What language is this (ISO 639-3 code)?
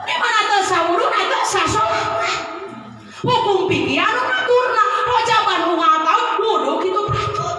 sun